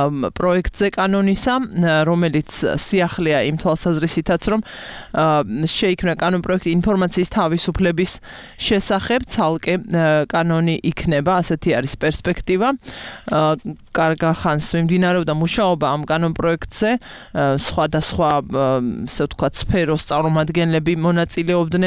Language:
Georgian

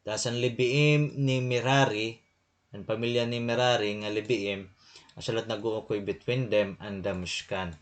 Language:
Waray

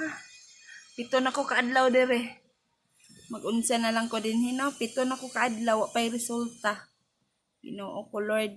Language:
Cebuano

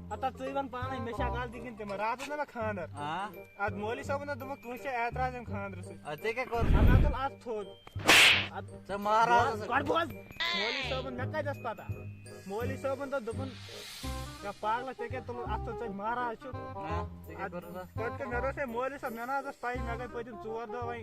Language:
Kashmiri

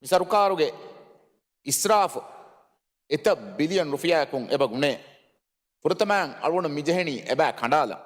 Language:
Divehi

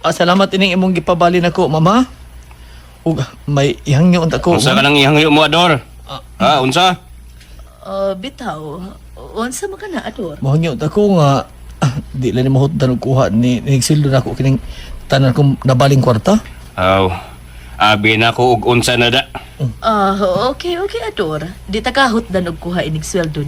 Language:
Cebuano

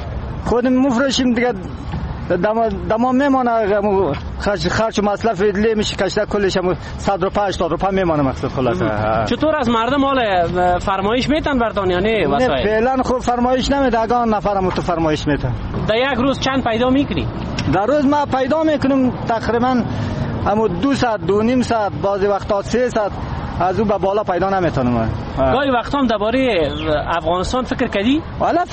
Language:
Persian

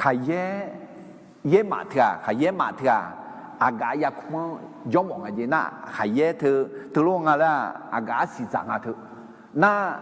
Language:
Akha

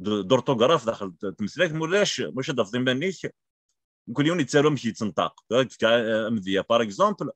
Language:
Kabyle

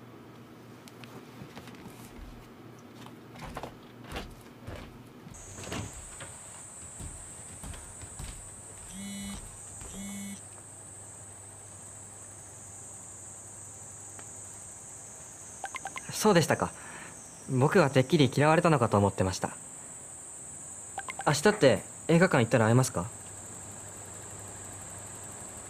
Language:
Japanese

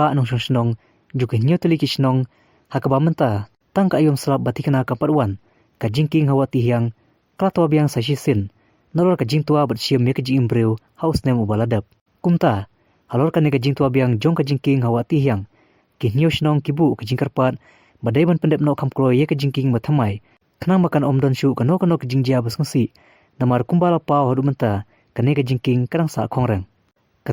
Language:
Khasi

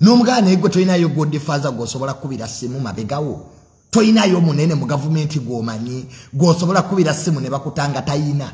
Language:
Ganda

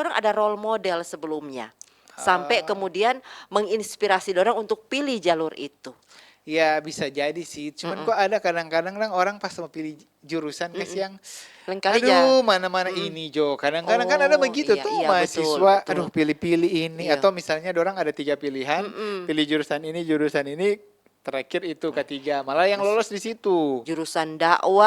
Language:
Manado Malay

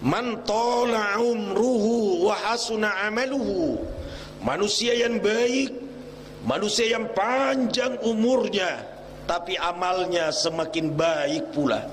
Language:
Buginese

